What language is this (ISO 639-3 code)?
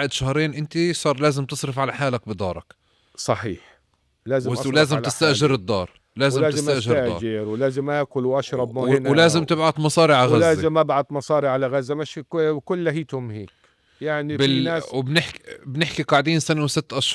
apc